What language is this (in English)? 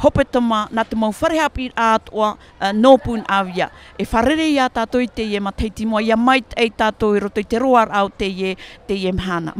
Tahitian